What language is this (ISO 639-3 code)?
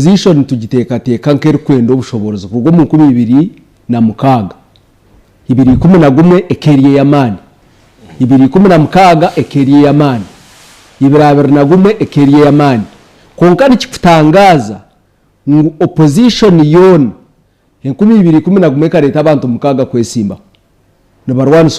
nyn